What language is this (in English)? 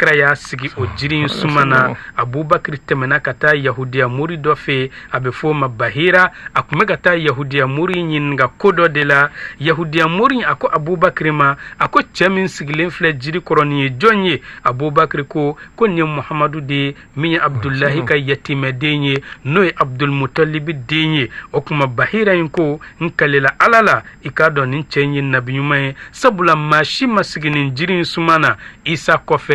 Bambara